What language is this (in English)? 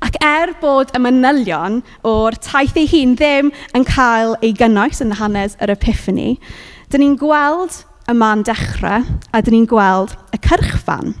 Welsh